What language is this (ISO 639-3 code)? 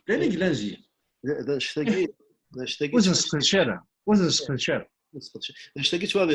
kab